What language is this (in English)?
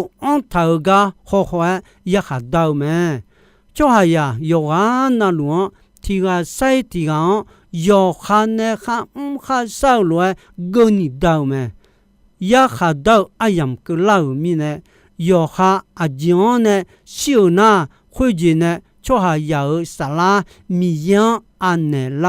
Akha